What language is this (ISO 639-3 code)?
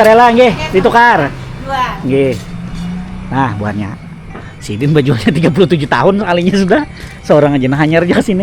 bjn